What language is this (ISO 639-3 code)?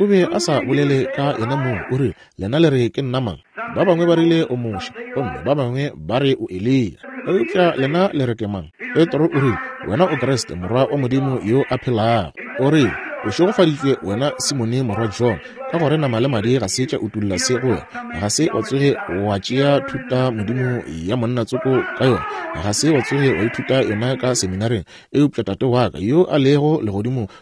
nso